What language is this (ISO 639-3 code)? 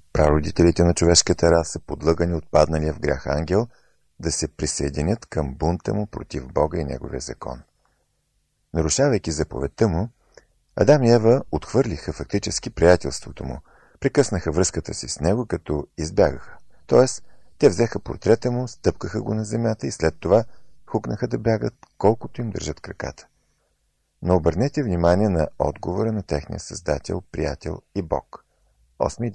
bul